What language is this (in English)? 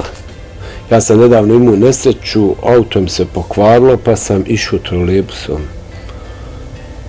Bosnian